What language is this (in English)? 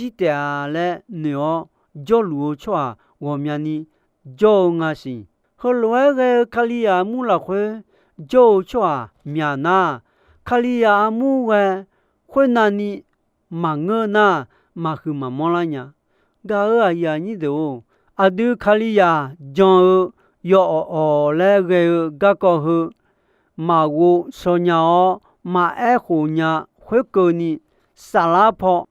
Akha